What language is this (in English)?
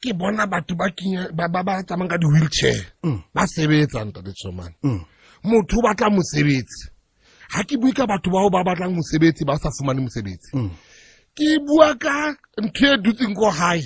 Southern Sotho